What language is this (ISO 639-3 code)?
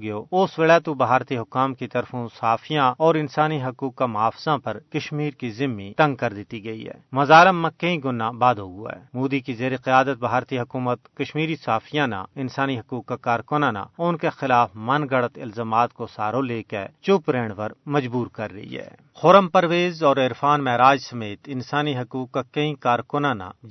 gju